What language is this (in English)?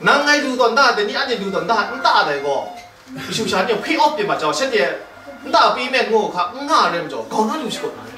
Kachin